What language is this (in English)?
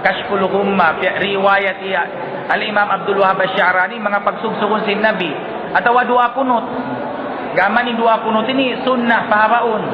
Tausug